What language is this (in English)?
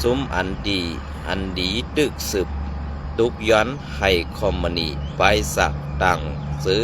Shan